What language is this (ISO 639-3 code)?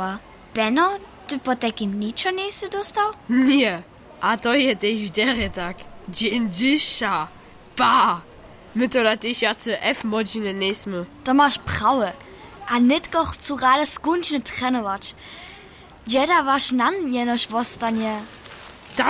hsb